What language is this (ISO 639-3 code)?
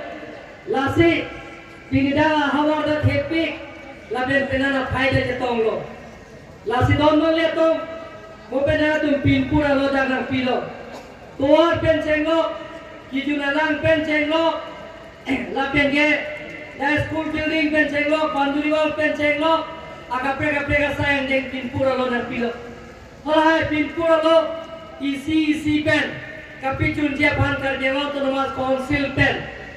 mjw